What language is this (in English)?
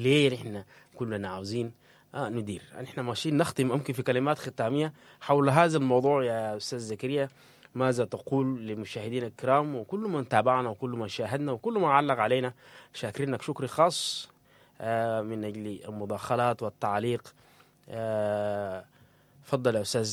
Sudanese Arabic